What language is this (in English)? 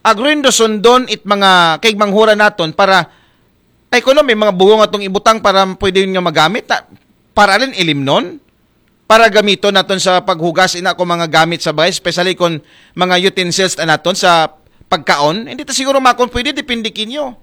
Aklanon